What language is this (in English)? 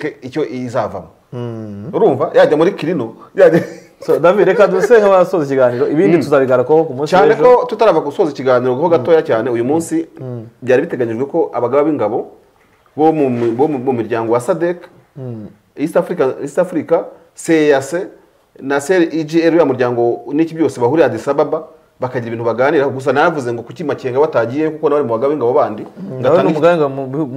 Kinyarwanda